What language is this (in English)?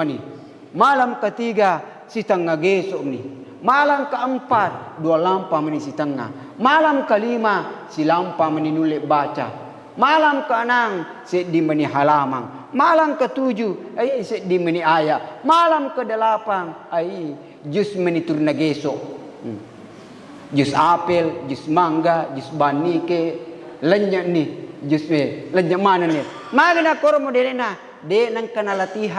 Buginese